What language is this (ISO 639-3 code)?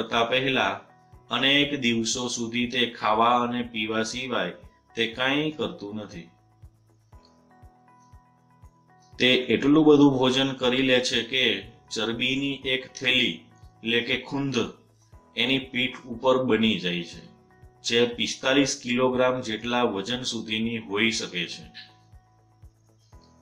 guj